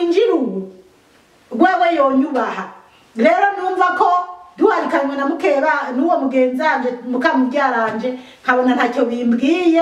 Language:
Rundi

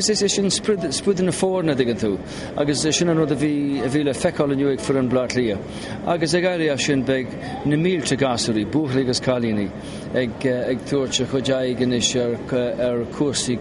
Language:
Irish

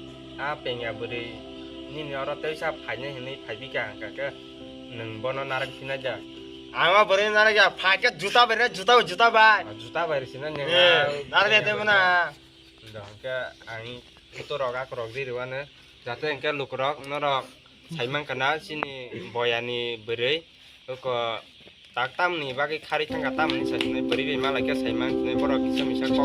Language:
Kok Borok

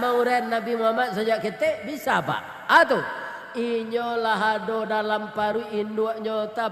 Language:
Minangkabau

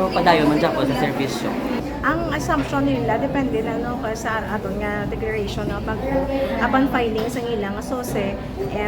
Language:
Hiligaynon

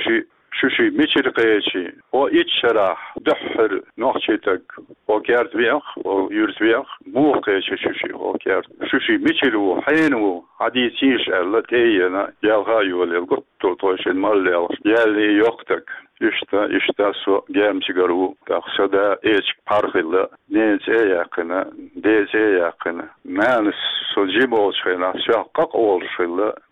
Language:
Chechen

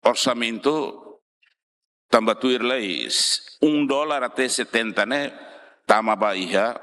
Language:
Tetum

